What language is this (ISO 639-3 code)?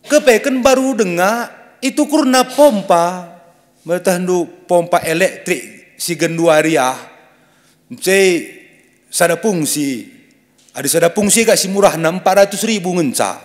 btx